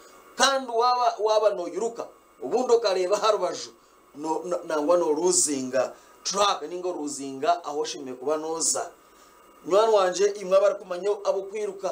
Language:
Nyankole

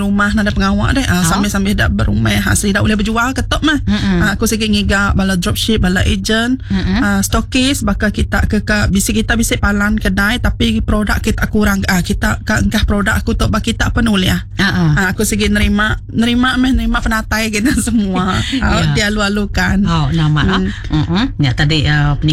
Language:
Iban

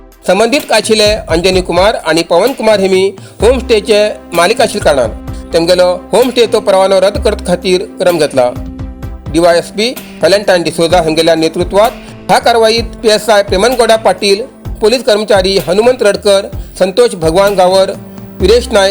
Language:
Konkani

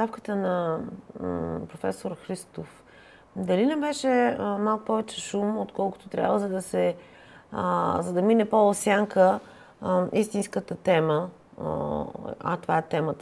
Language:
Bulgarian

